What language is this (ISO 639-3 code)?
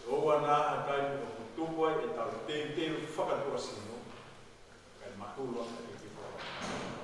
ton